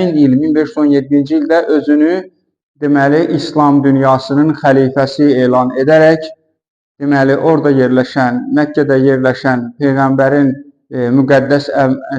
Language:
Azerbaijani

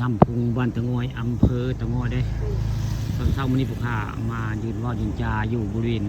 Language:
Northeastern Thai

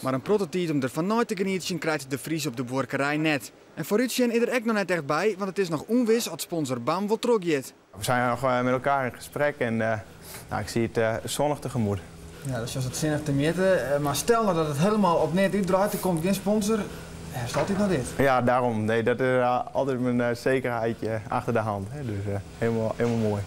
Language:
Western Frisian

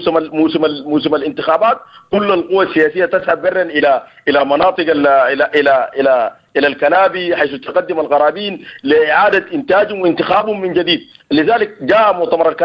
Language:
Sudanese Arabic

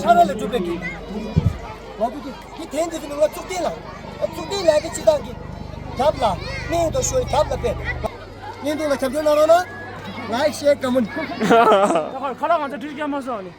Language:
Tibetan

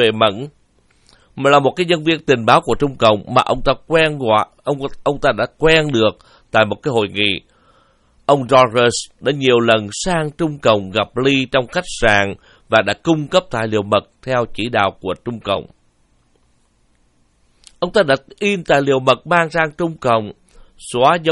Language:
Vietnamese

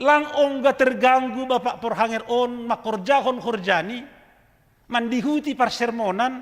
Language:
Batak Simalungun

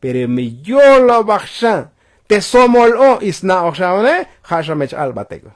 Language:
Tzotzil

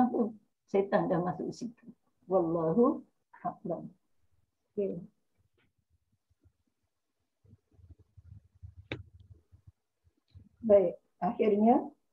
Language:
Malay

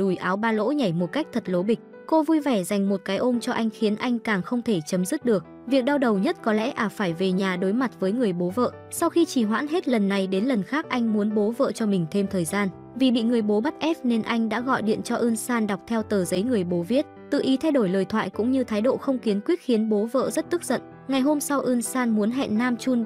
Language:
Vietnamese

